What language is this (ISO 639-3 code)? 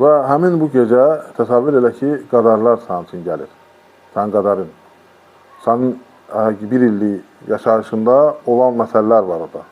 aze